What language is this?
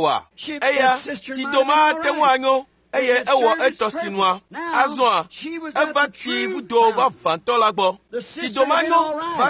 Ewe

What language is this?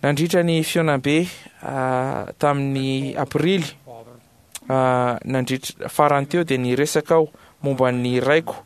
Malagasy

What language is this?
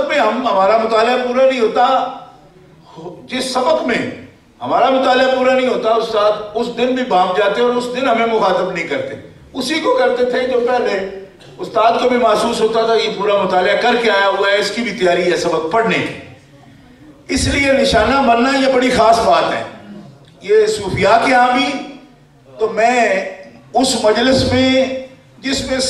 Urdu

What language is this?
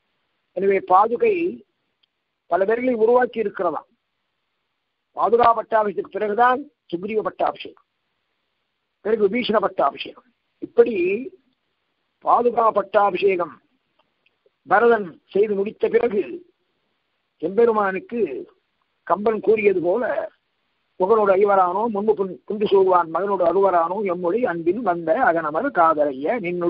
Tamil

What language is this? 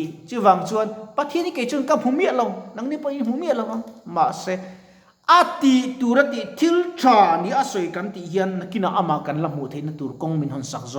Mizo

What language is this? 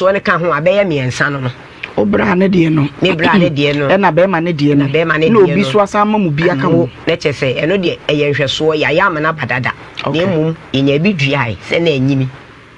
Akan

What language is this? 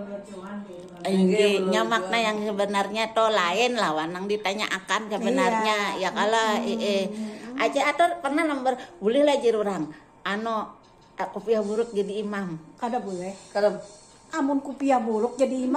Banjar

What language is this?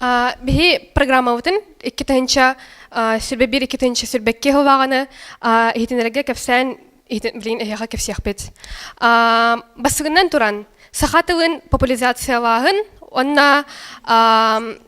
Yakut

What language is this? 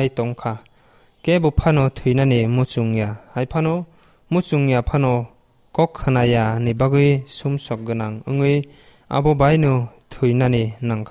Kok Borok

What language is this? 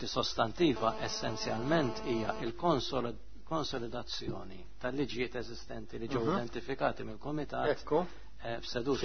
Maltese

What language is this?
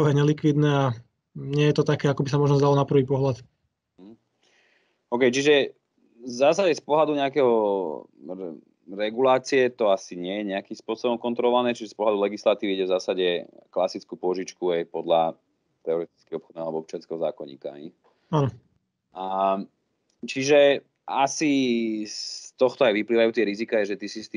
Slovak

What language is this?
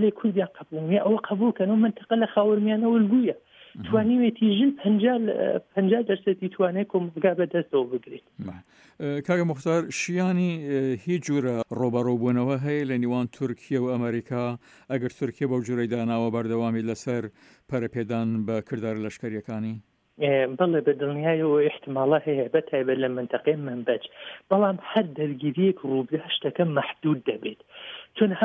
Central Kurdish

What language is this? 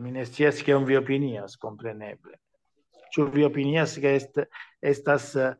Esperanto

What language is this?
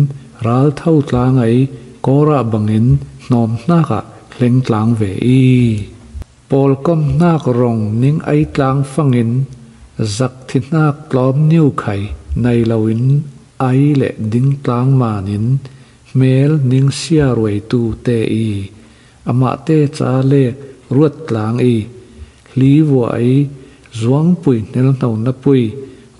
Falam Chin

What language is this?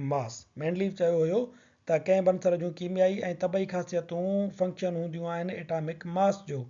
Sindhi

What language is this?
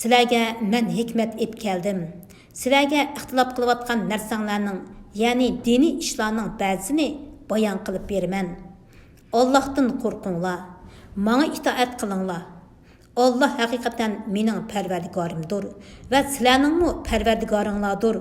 Uyghur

